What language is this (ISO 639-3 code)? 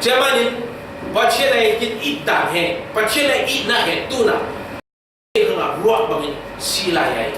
cfm